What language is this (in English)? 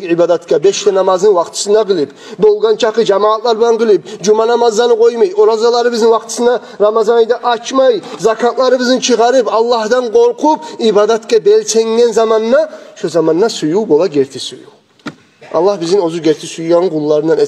Kumyk